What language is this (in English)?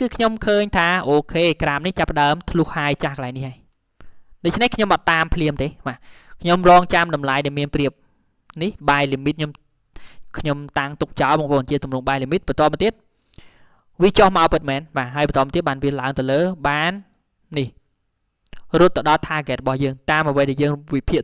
Khmer